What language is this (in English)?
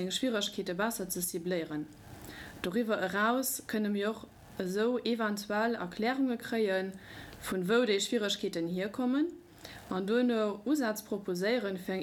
Luxembourgish